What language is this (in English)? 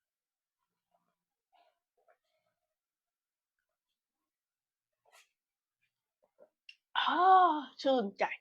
Lao